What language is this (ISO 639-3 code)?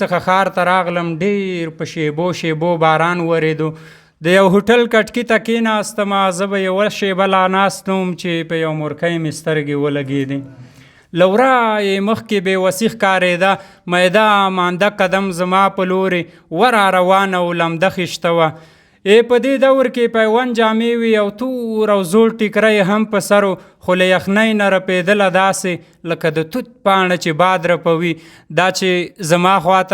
pus